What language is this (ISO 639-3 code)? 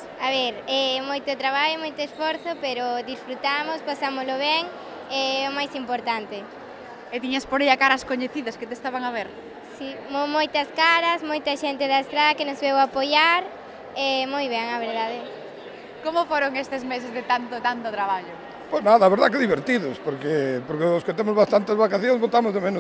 glg